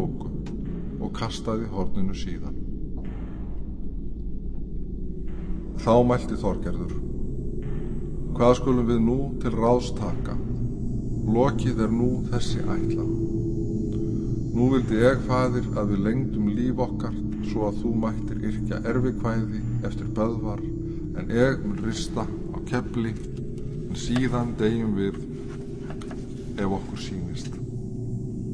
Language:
Icelandic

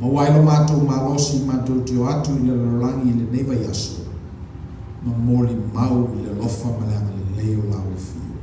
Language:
Samoan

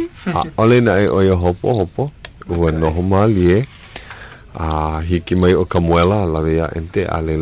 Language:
Hawaiian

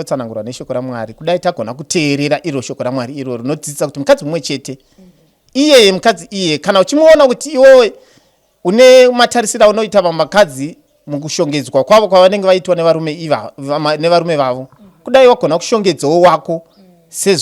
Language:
Shona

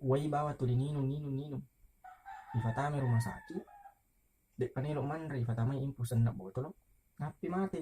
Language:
Buginese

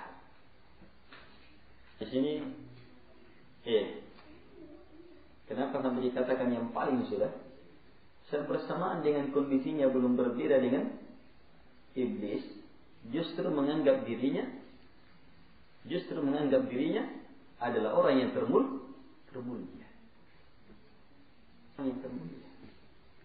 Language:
Indonesian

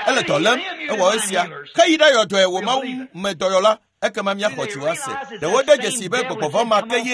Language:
Ewe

